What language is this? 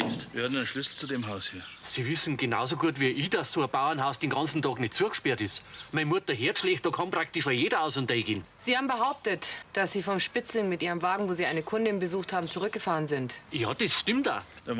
Bavarian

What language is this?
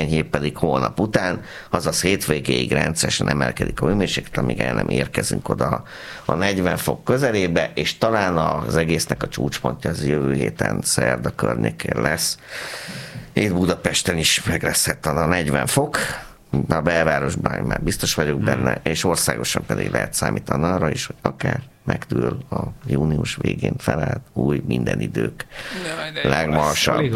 Hungarian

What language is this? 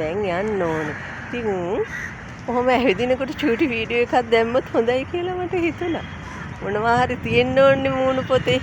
Sinhala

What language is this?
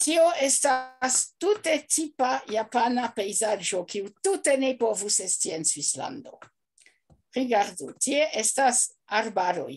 Esperanto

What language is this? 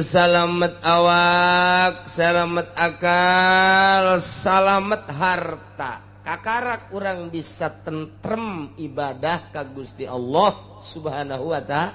Sundanese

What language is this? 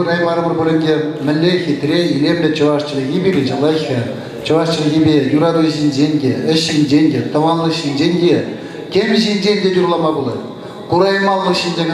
Chuvash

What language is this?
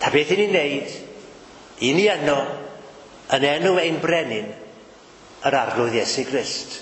Welsh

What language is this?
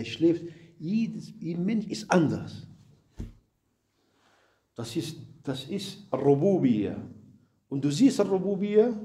German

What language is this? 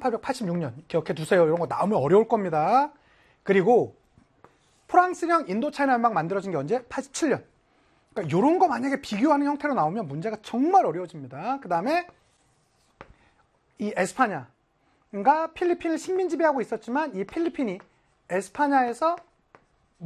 Korean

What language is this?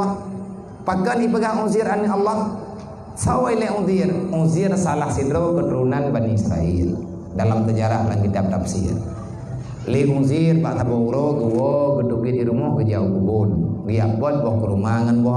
Achinese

